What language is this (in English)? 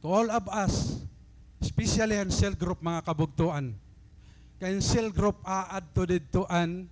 Waray